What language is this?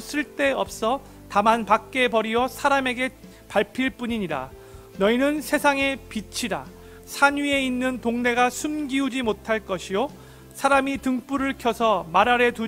Korean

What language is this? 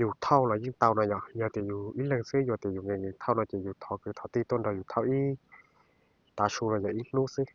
Hmong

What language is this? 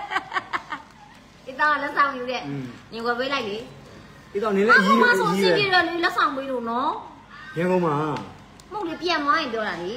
Burmese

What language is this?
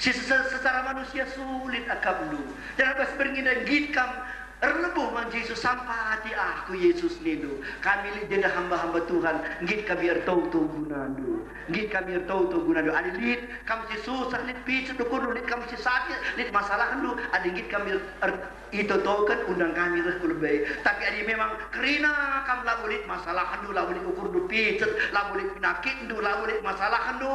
Batak Karo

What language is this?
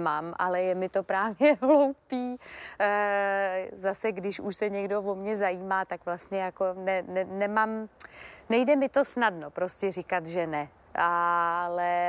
Czech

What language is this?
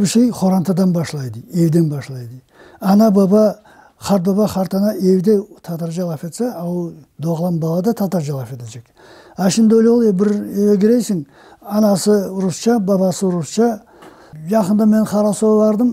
Crimean Tatar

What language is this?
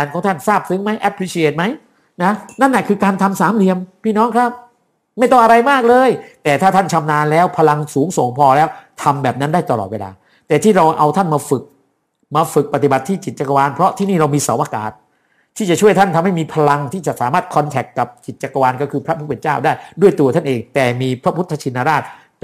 Thai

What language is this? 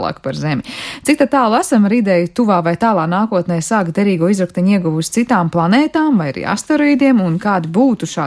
Latvian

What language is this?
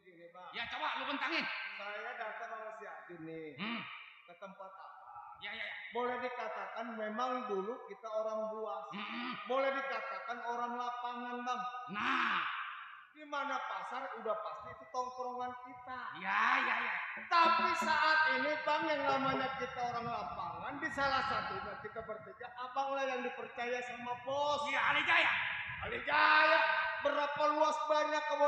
Betawi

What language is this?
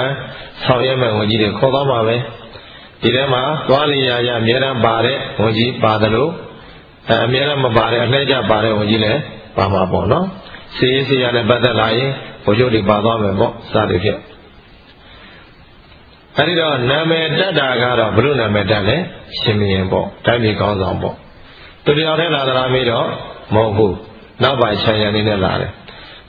Burmese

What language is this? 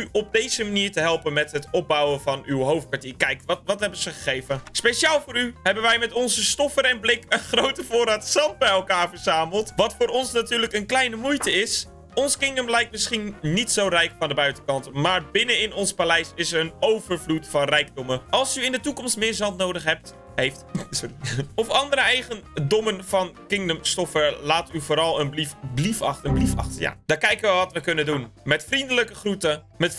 Dutch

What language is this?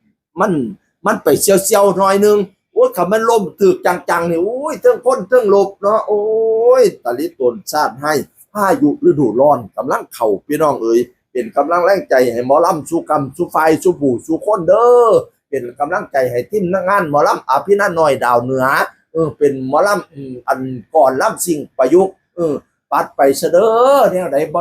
Northeastern Thai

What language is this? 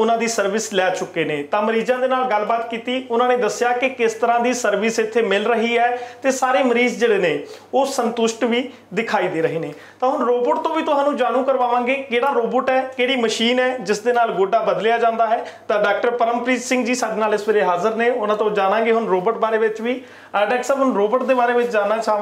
Punjabi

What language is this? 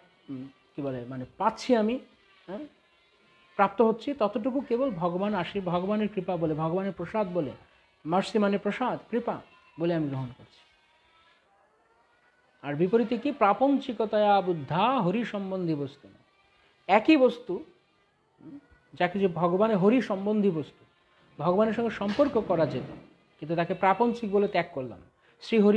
Bangla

